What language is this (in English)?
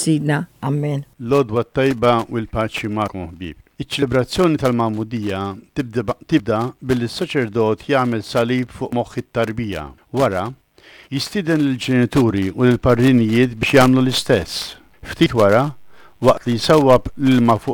Maltese